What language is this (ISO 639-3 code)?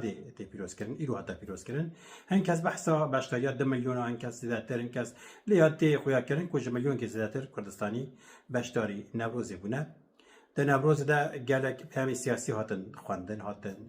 kur